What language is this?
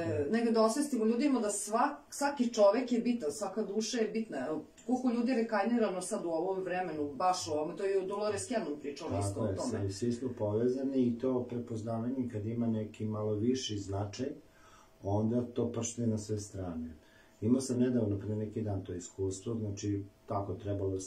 Serbian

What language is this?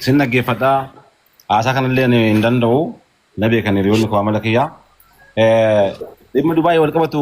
Oromo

